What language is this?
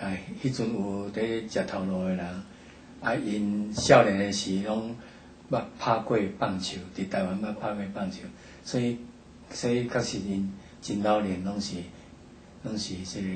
Min Nan Chinese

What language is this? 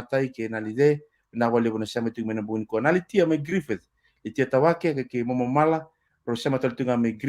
Fijian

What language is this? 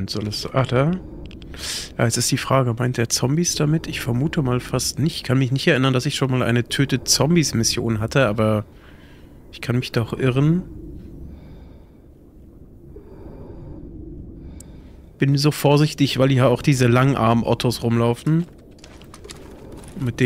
German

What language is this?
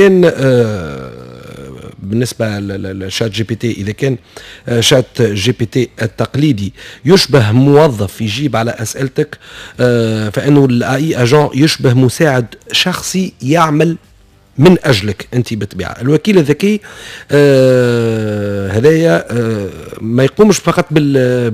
Tunisian Arabic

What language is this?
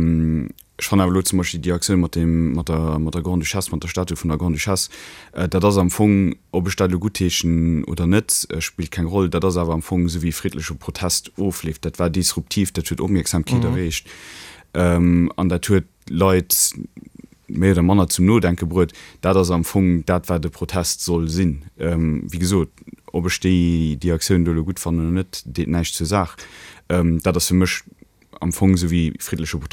Luxembourgish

